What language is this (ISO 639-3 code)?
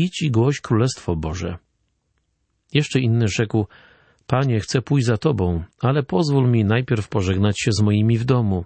pol